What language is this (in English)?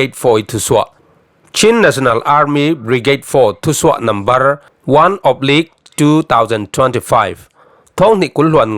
Falam Chin